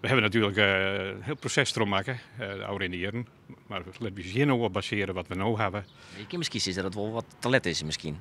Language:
Western Frisian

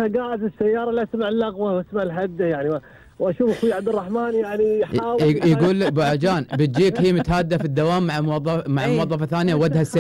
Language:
Gulf Arabic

